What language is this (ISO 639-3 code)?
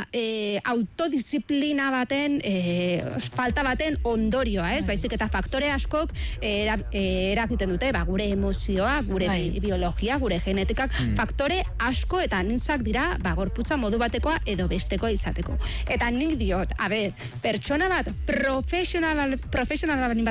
eus